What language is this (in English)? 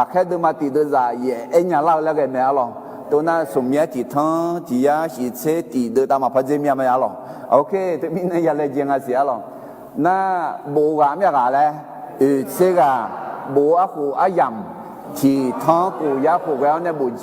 Akha